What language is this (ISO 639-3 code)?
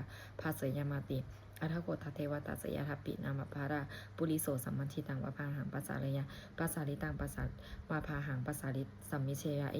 pli